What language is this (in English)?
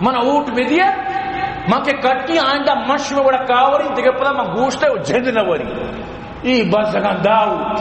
Eastern Balochi